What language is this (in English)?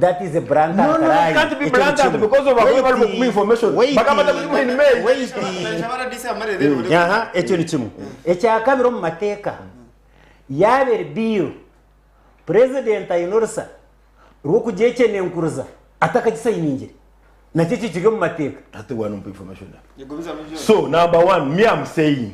Nyankole